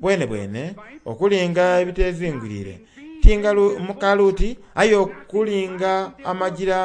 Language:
Soga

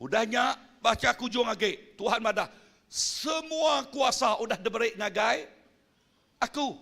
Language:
Iban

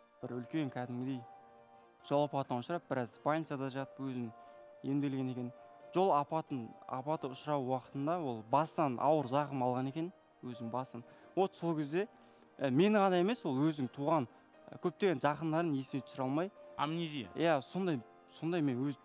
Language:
Kazakh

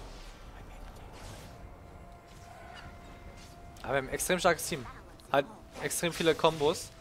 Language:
German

